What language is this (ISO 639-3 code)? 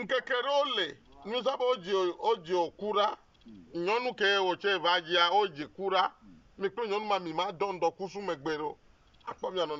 ewe